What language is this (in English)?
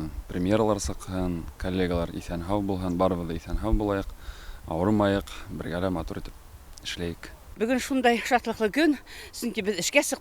Bashkir